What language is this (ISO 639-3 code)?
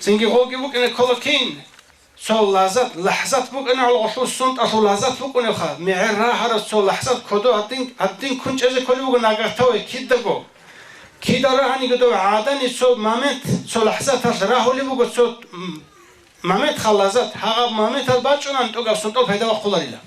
ava